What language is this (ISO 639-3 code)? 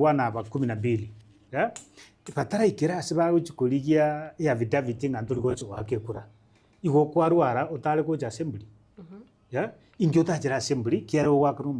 guz